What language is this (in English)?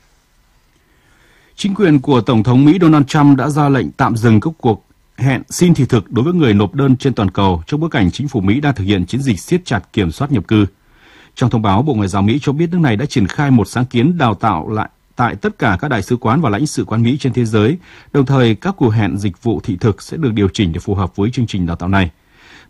Vietnamese